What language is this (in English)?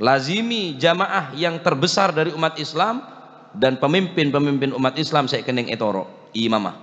Madurese